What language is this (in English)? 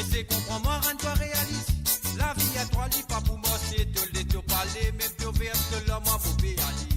Morisyen